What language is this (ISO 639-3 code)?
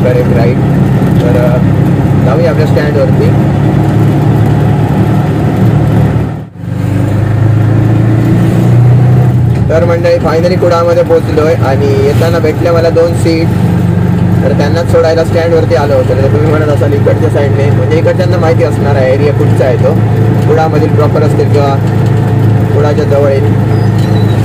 mar